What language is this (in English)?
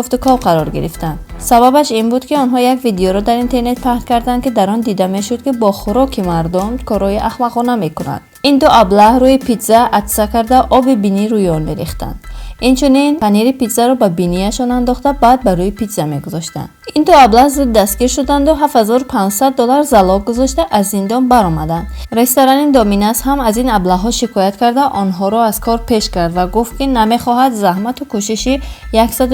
Tajik